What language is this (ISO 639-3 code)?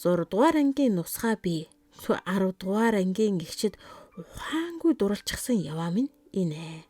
mon